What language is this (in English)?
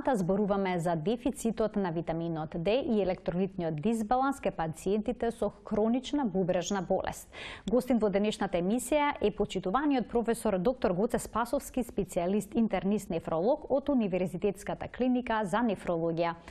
Macedonian